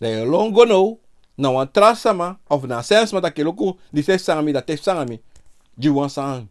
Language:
Sranan Tongo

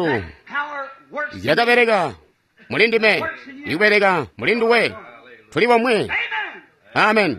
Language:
Tonga (Zambia)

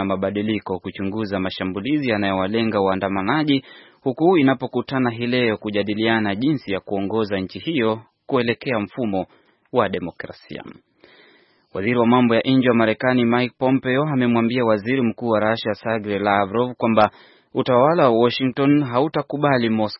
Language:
Swahili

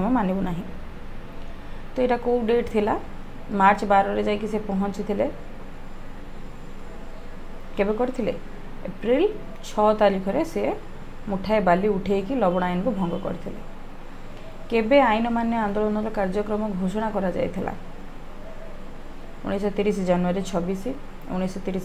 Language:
Odia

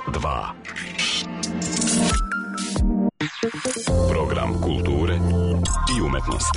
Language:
Serbian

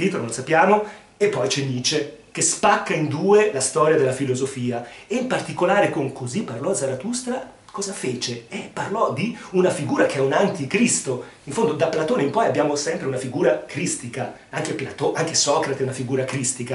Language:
Italian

